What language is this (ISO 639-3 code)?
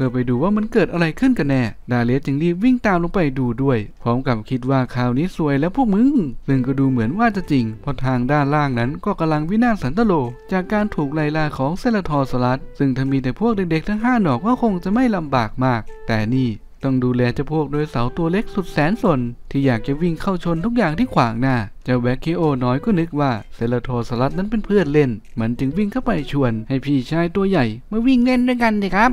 tha